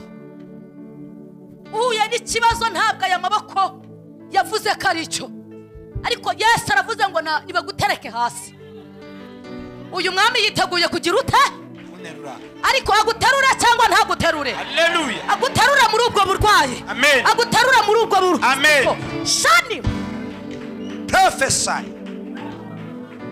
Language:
Kinyarwanda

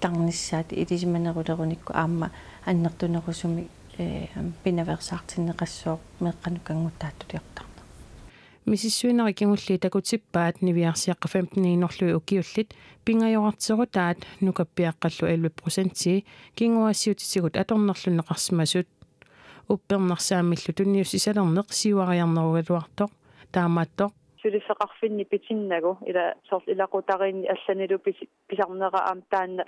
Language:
Kalaallisut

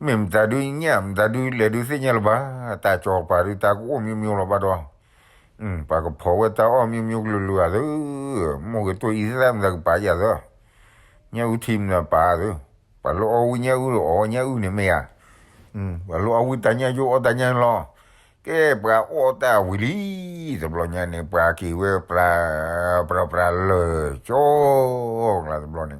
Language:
S'gaw Karen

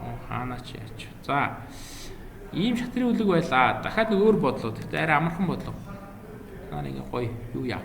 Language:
Mongolian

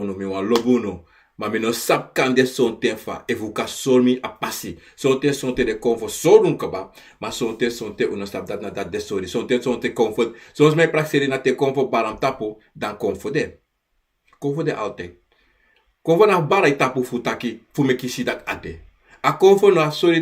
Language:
Sranan Tongo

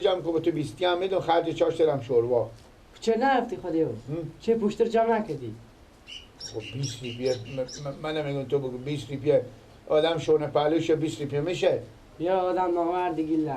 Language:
Persian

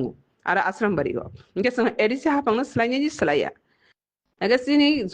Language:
Kok Borok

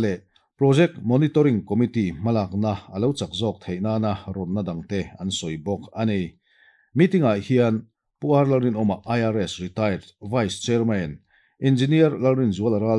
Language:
Mizo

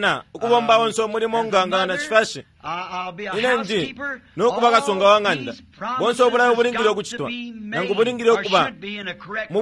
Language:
Bemba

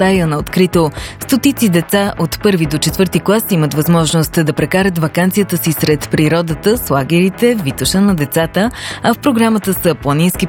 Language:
Bulgarian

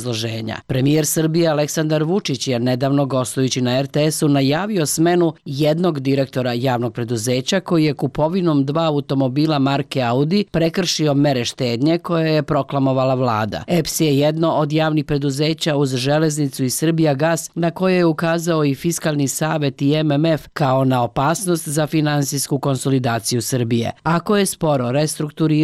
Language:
Serbian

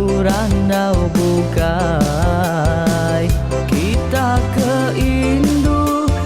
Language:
Iban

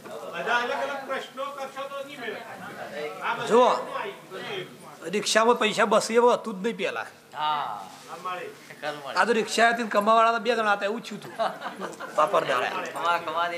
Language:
Gujarati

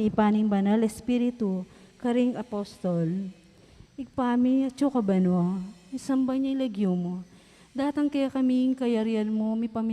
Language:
Pampanga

